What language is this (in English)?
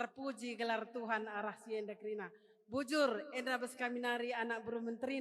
Batak Karo